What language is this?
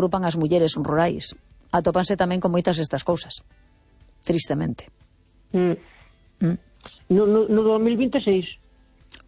Galician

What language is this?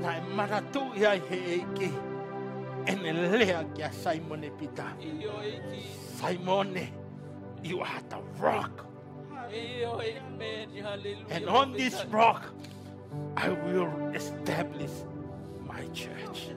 Tongan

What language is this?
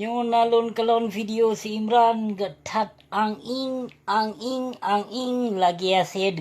Achinese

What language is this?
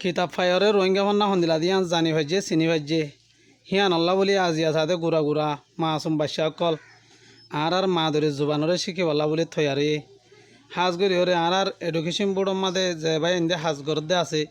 Rohingya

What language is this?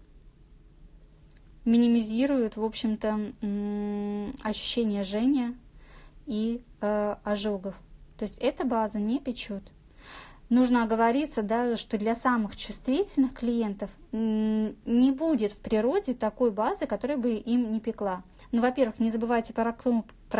Russian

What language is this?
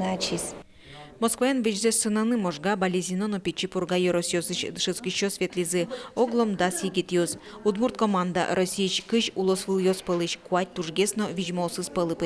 Udmurt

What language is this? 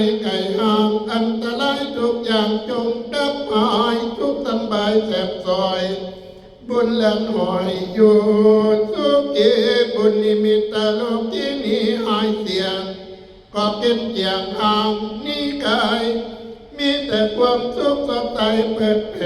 Northeastern Thai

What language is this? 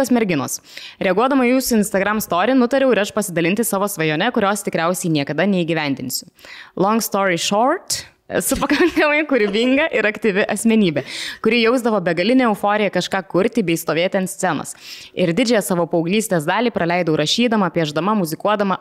Lithuanian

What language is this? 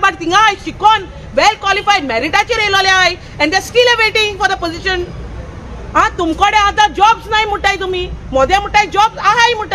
Konkani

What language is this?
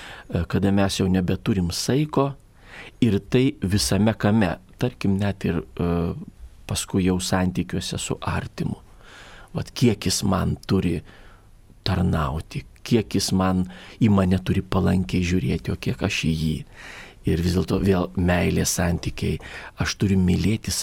Lithuanian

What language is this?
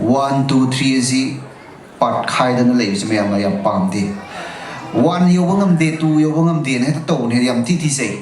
Manipuri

